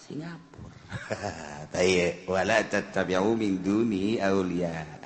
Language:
Sundanese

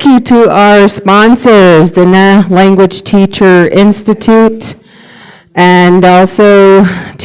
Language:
Navajo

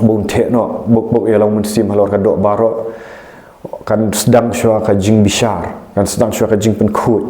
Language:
Khasi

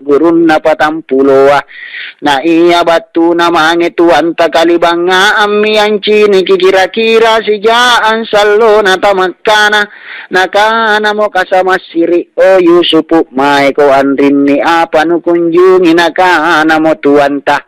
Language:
Makasar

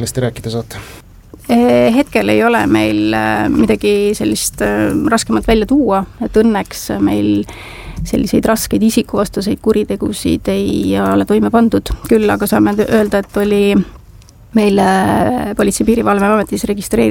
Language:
Estonian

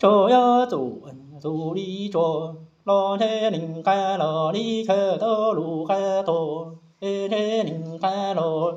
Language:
Hmong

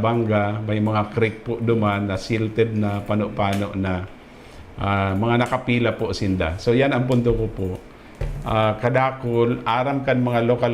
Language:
Bikol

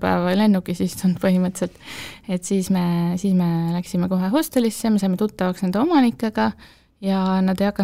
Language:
Estonian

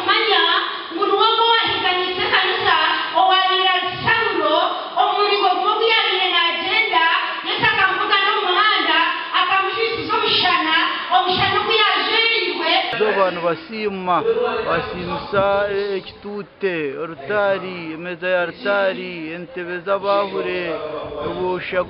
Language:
Nyankole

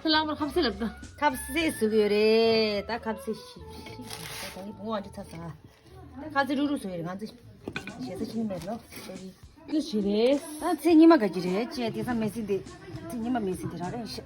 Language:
Tibetan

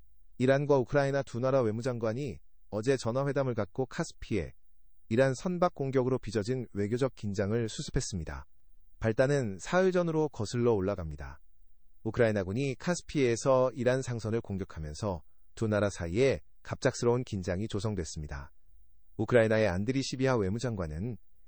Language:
Korean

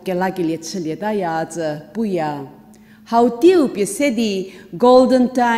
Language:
Angami Naga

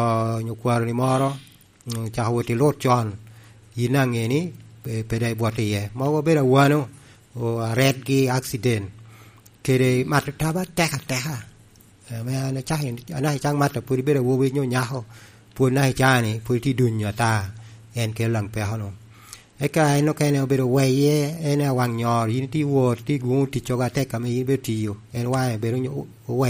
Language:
Lango (Uganda)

